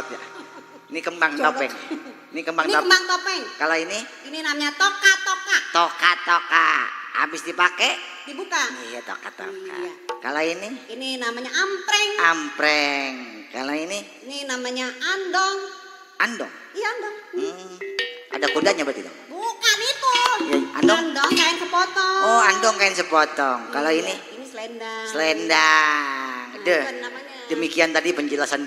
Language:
Betawi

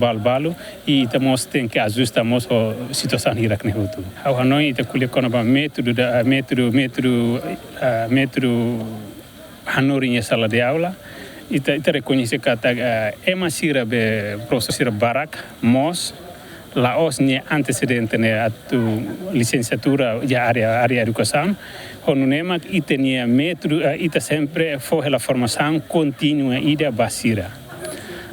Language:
Tetum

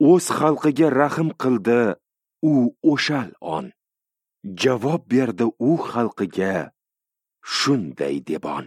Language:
Uzbek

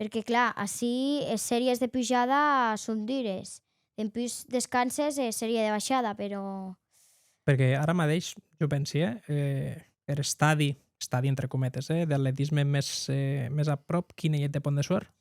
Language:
Occitan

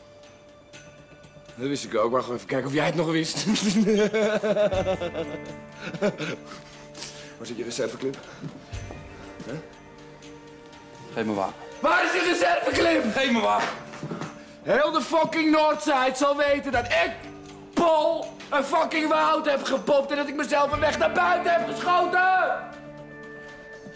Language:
Dutch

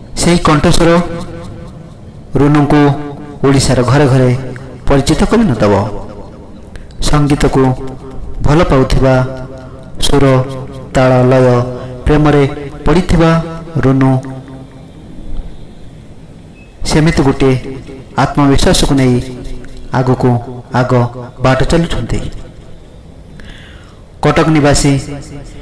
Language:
Odia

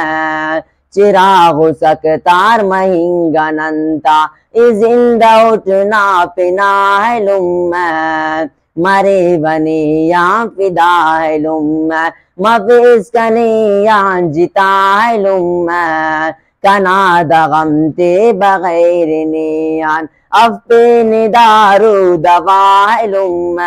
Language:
Brahui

